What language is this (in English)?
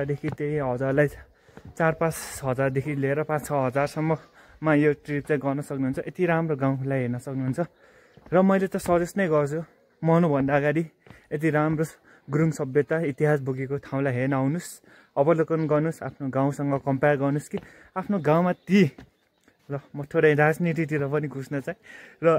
Nepali